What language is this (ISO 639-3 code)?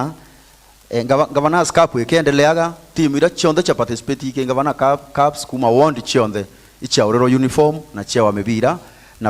mer